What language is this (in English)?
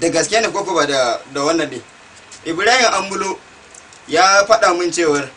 Hausa